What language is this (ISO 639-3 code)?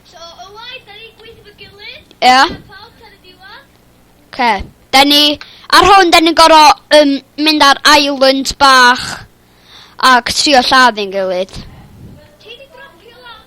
cym